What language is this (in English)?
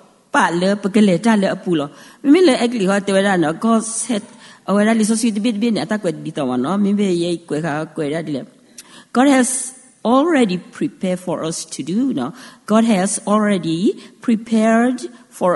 S'gaw Karen